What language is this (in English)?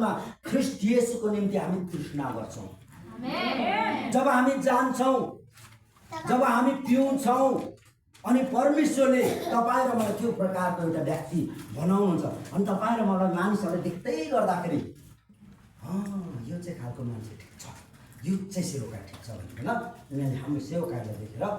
Nepali